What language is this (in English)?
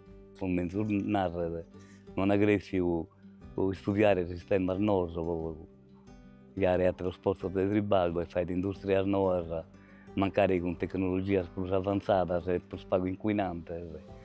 Sardinian